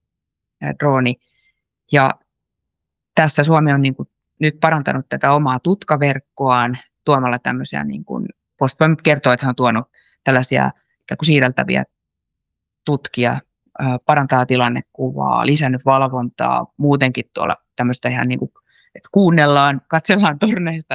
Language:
Finnish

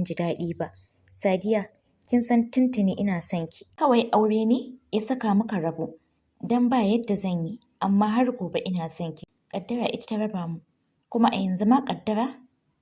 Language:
Hausa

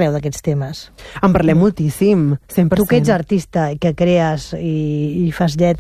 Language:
Catalan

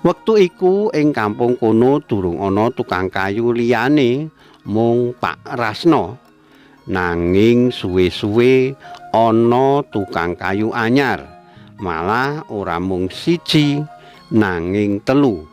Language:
Javanese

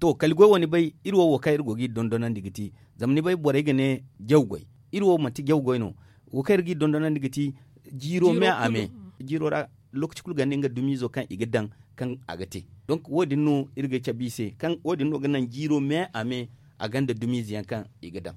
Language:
Zarma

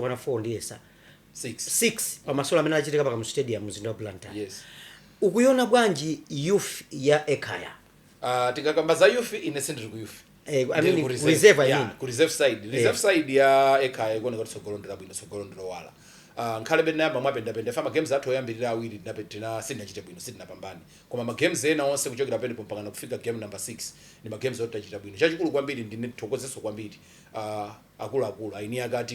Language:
Nyanja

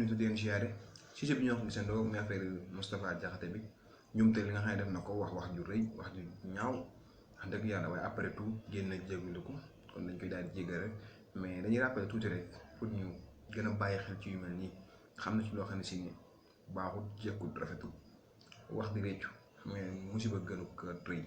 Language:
Wolof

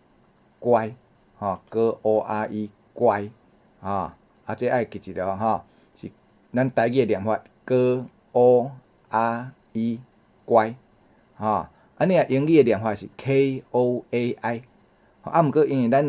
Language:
Min Nan Chinese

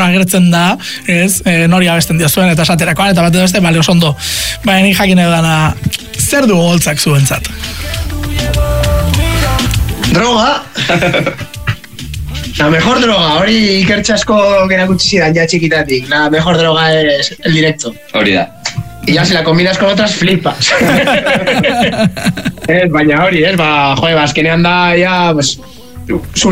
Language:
Basque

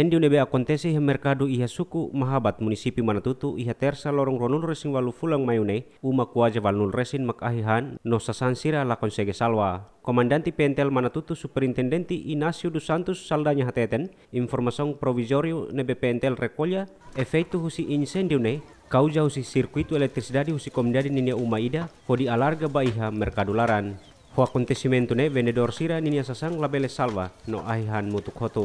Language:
Tetum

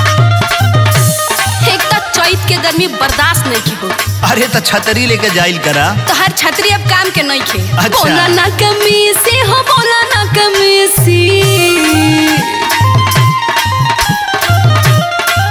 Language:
Bhojpuri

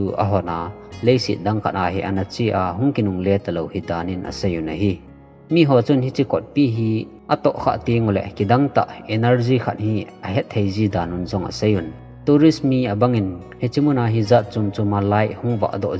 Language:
Thado Chin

